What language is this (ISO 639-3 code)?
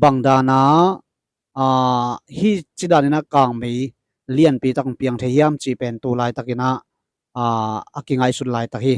ctd